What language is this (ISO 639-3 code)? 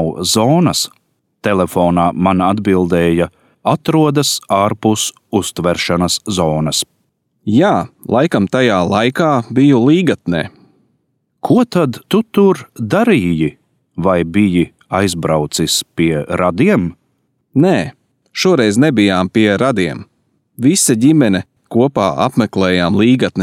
lav